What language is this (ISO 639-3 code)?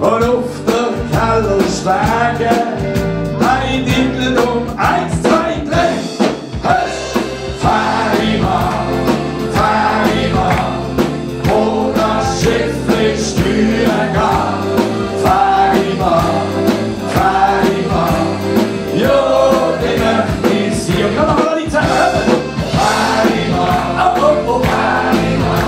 gsw